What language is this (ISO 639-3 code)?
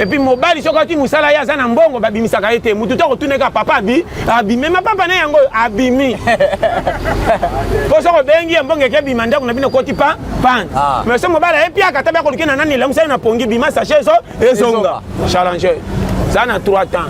lin